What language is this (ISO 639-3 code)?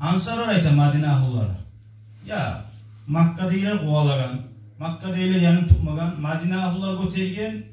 kum